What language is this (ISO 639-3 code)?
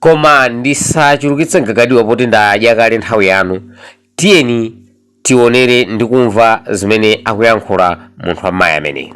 nya